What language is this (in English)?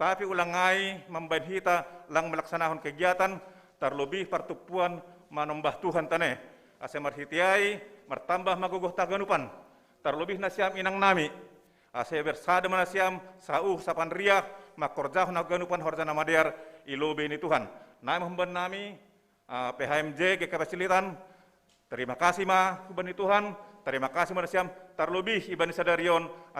Batak Simalungun